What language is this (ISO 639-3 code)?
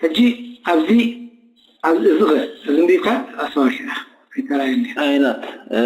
tir